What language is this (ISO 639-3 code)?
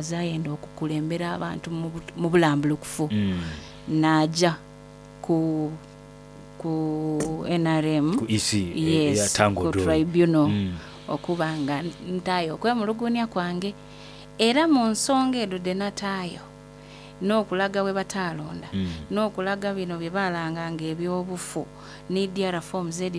xog